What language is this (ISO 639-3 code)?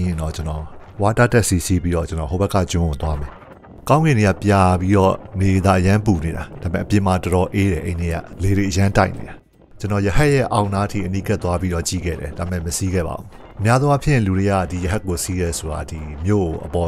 mya